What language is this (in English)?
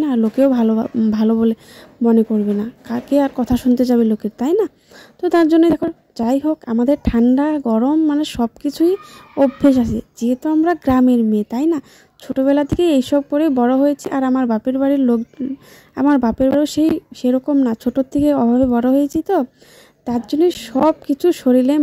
Bangla